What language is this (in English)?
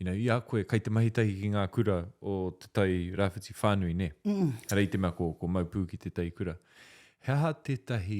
Māori